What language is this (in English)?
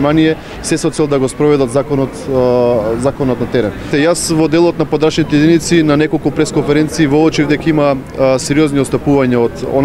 Macedonian